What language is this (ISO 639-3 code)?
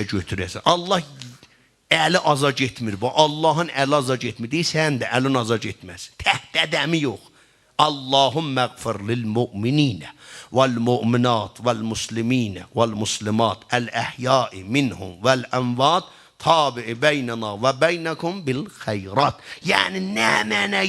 azb